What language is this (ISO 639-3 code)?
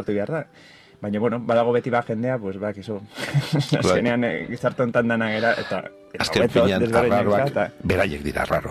eus